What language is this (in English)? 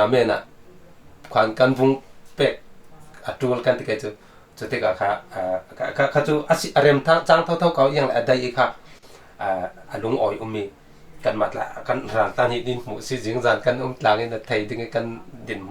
Falam Chin